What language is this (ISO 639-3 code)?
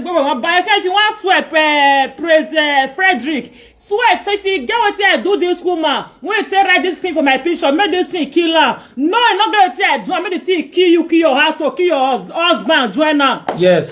pcm